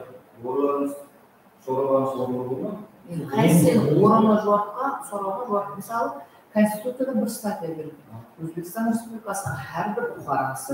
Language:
Kara-Kalpak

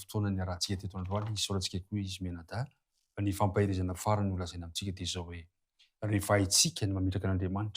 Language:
Malagasy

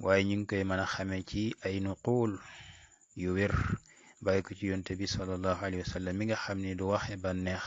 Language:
Wolof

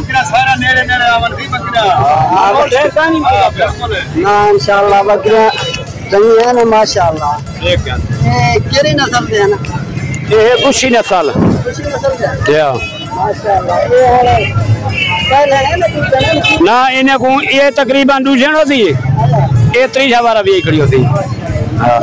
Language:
Saraiki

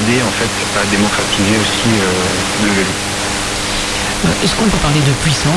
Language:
French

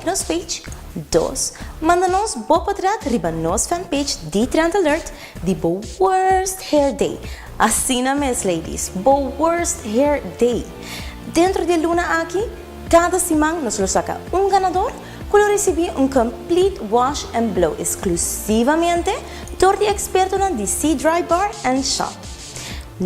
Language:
Papiamento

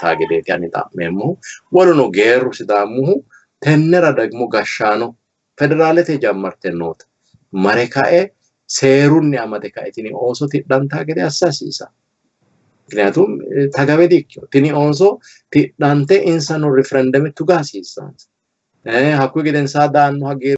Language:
Sidamo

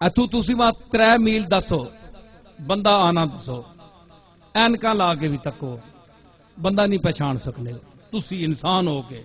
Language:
Western Panjabi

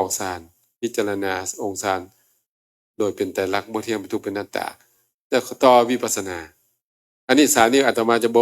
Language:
Northeastern Thai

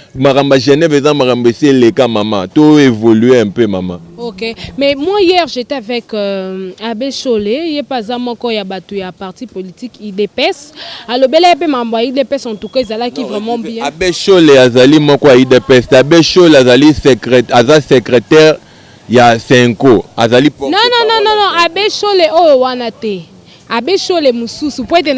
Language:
Lingala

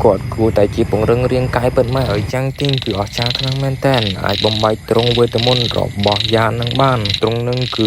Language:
Khmer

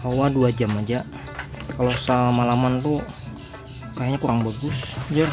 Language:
Banjar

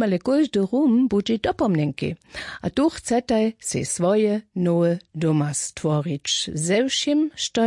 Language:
Upper Sorbian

